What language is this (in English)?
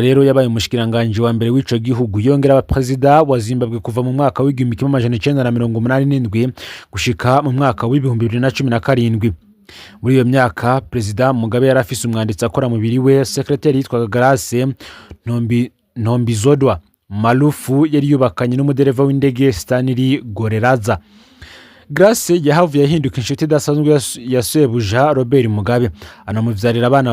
Rundi